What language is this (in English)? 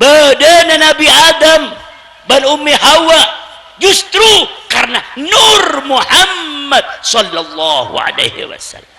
Madurese